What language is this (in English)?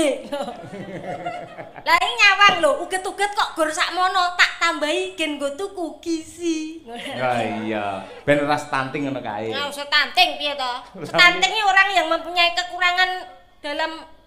Javanese